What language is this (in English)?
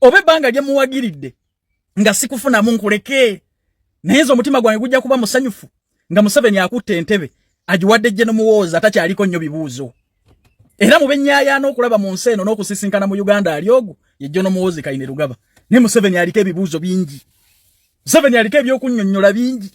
Ganda